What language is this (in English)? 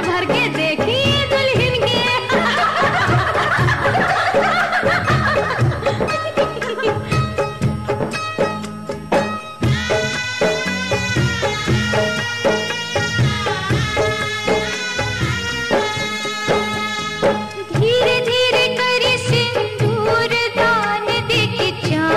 Bhojpuri